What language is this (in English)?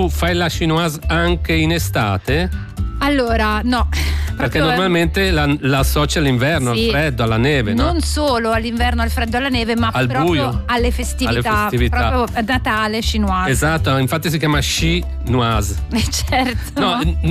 Italian